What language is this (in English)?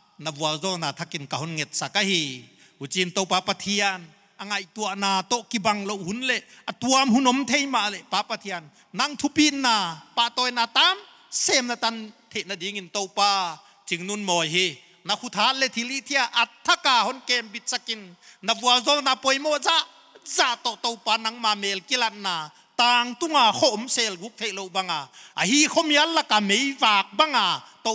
Paite Chin